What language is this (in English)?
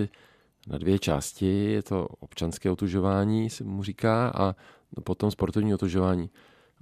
Czech